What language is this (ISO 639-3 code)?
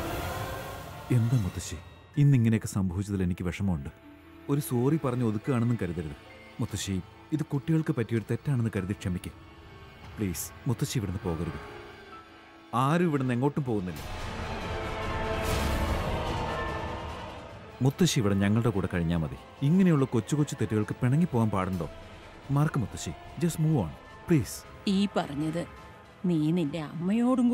mal